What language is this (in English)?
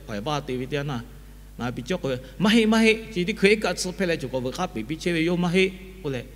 Lahu